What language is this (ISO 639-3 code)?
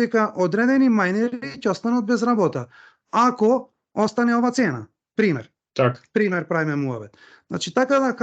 mkd